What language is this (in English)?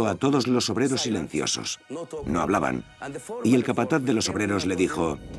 Spanish